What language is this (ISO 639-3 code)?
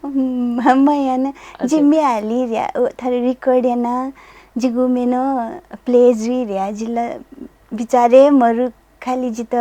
new